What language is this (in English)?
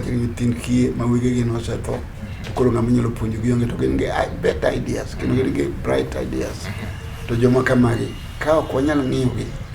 Luo (Kenya and Tanzania)